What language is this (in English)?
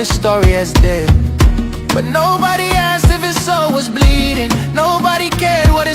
Ewe